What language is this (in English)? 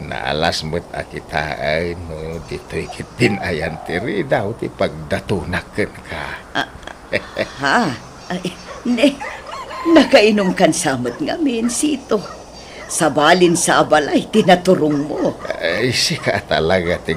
Iloko